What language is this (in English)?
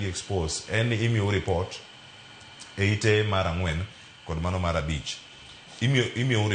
Luo (Kenya and Tanzania)